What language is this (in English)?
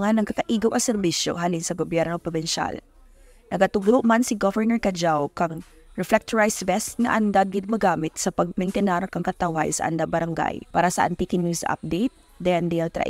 Kinaray-a